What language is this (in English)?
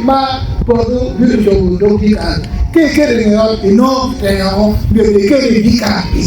Acoli